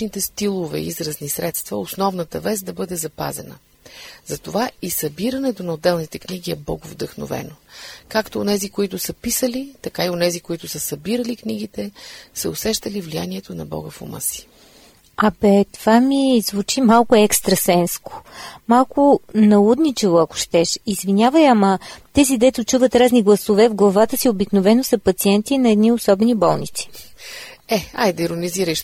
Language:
Bulgarian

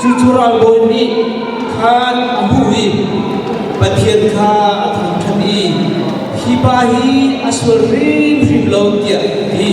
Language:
Hakha Chin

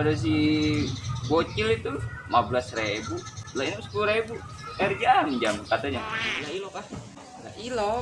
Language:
Betawi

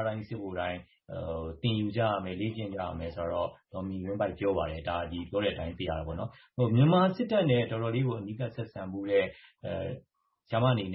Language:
Burmese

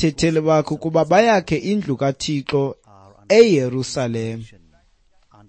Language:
Xhosa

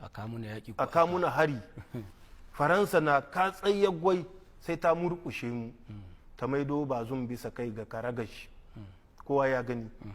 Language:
Hausa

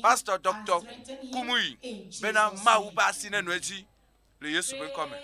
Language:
Ewe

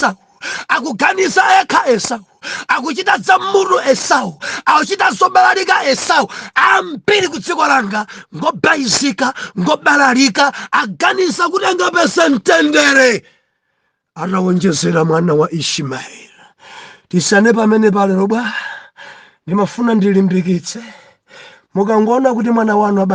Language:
Nyanja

